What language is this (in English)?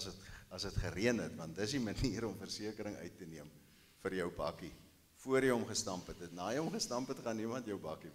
Afrikaans